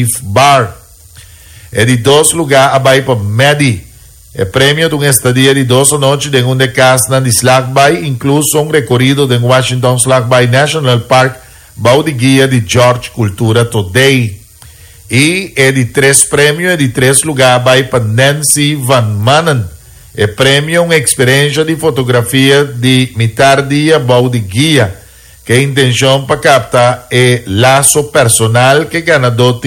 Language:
Papiamento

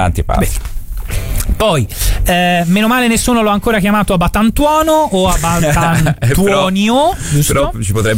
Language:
Italian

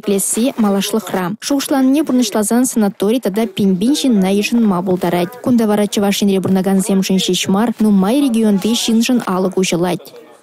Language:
Chuvash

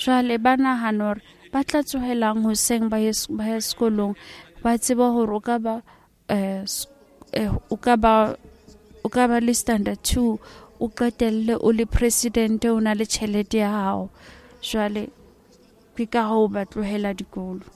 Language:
Southern Sotho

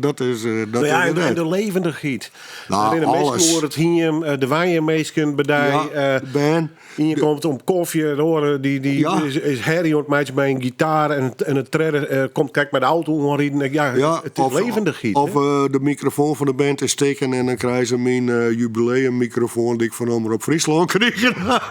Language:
Western Frisian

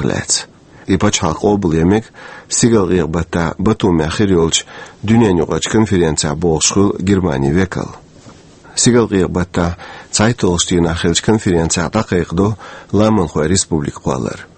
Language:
Chechen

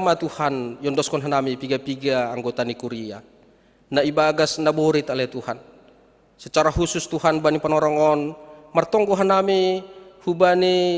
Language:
Batak Simalungun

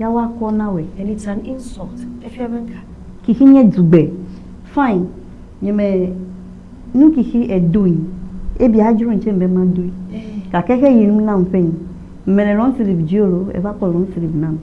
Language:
Ewe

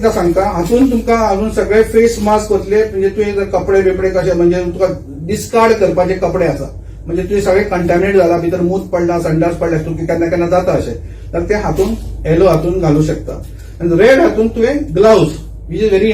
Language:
Konkani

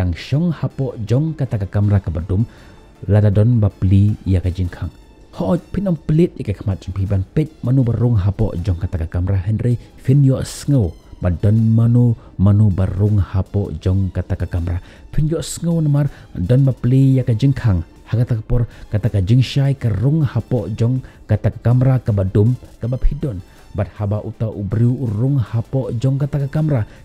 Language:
Khasi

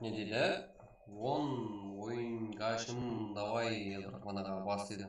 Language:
Kara-Kalpak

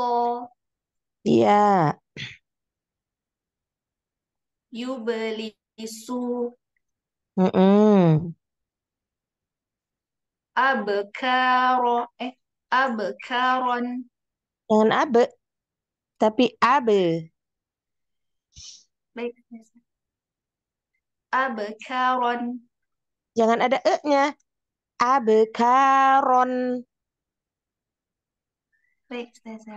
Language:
Indonesian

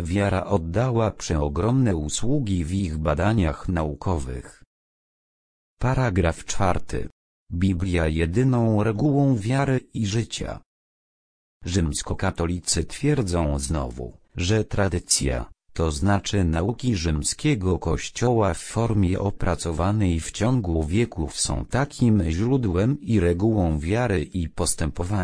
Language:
Polish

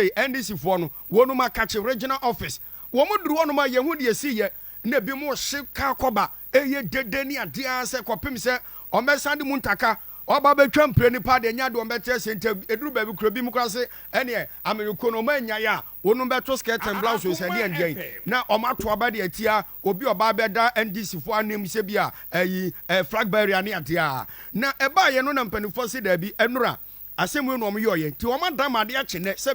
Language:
Akan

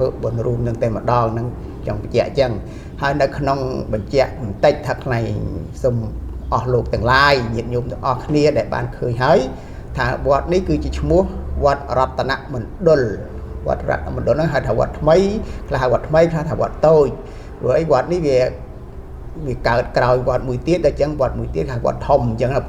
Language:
Khmer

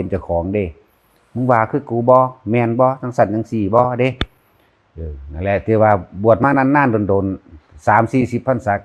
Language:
Northeastern Thai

